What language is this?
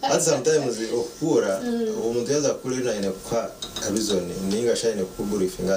Nyankole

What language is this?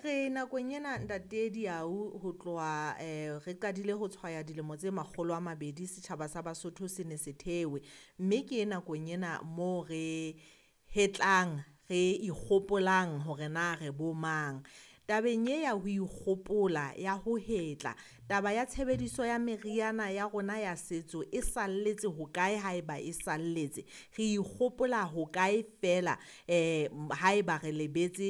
Southern Sotho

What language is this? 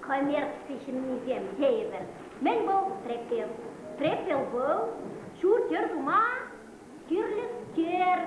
Chuvash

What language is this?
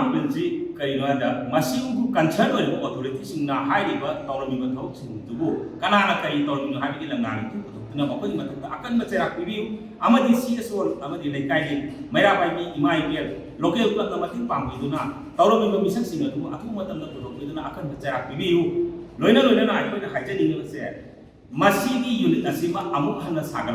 Manipuri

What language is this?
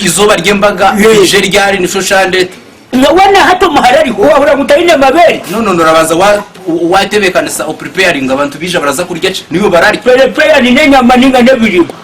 Nyankole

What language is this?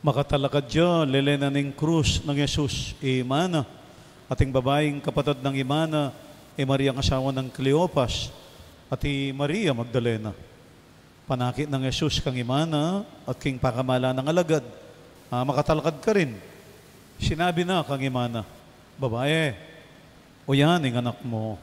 Pampanga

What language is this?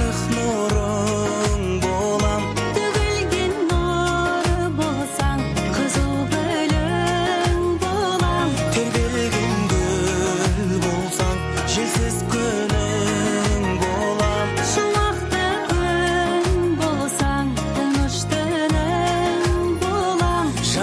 Kazakh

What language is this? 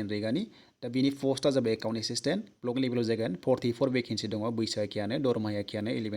Bodo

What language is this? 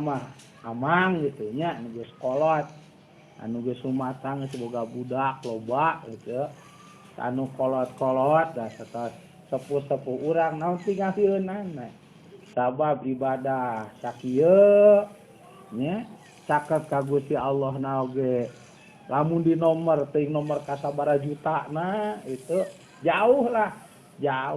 Sundanese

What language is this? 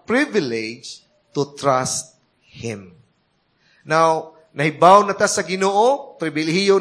Cebuano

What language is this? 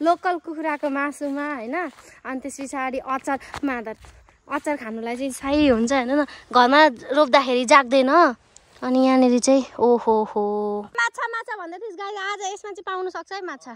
Nepali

